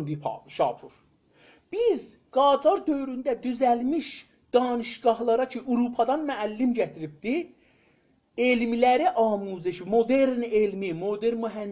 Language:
South Azerbaijani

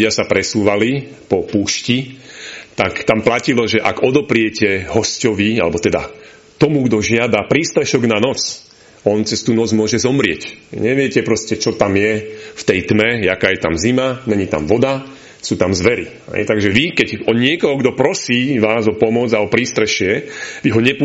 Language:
Slovak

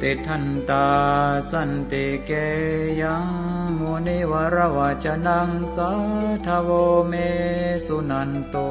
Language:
Pali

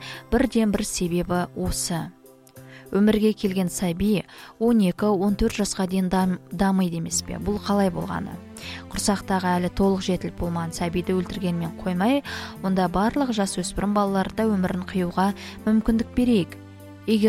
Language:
Kazakh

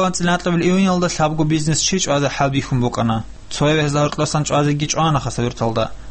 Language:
Avaric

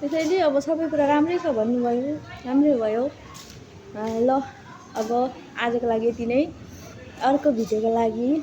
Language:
Nepali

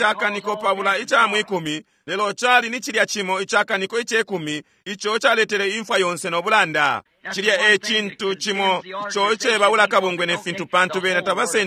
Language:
Bemba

